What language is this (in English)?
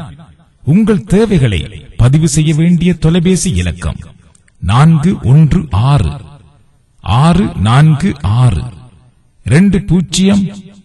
Tamil